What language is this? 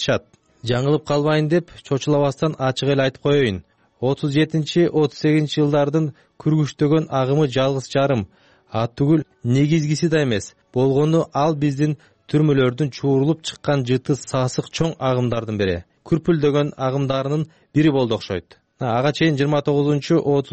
Kyrgyz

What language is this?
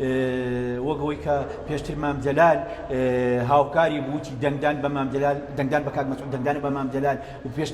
Central Kurdish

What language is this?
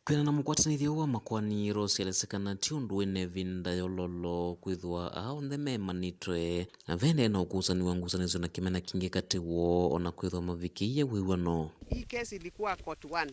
Kamba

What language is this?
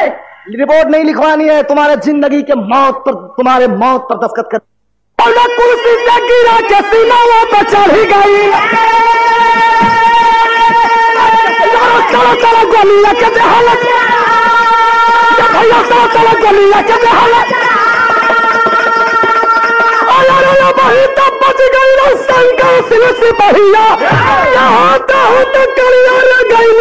Bhojpuri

